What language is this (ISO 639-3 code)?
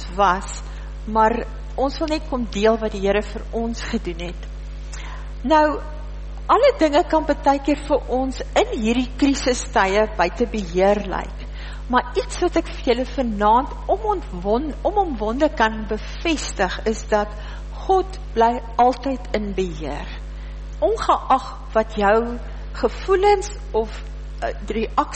afr